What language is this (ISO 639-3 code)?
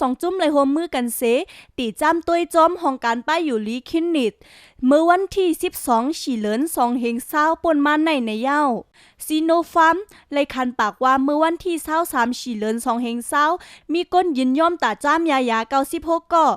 shn